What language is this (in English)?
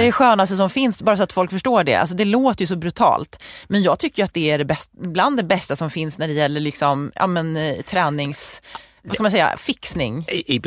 Swedish